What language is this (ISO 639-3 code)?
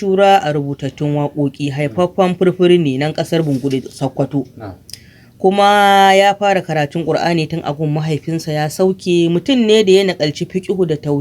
hau